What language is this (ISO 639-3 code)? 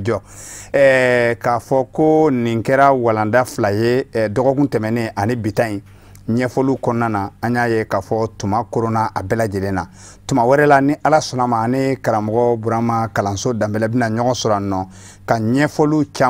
bam